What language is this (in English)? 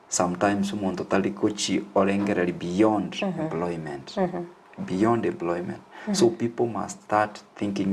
Gusii